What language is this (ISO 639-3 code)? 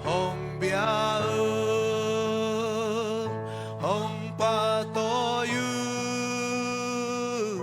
ctd